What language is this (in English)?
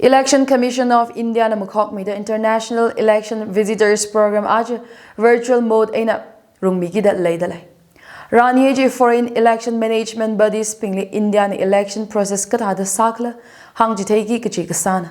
Tangkhul Naga (India)